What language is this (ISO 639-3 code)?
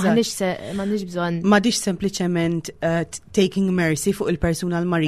mlt